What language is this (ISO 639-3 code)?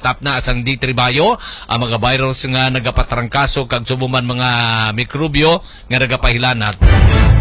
hil